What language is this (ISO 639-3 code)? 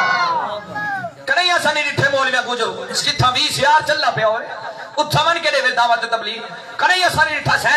skr